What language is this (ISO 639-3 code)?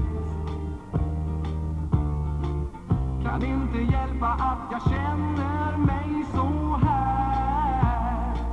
swe